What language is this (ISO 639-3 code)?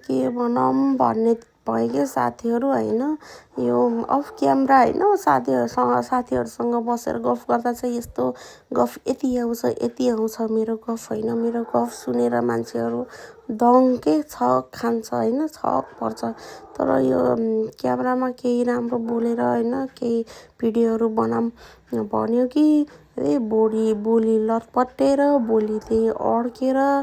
nep